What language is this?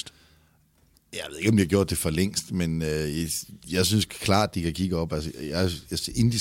Danish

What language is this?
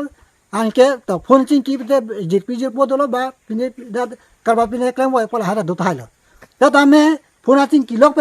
Karbi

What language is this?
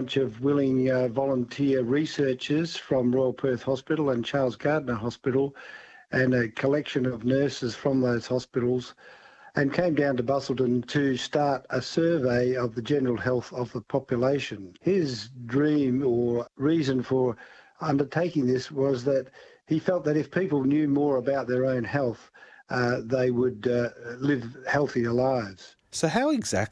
English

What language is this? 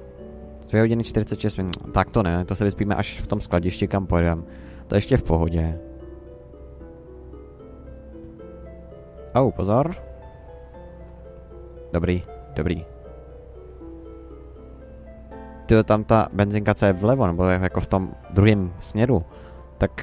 Czech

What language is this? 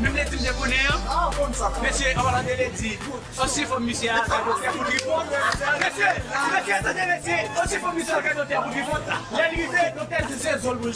Haitian Creole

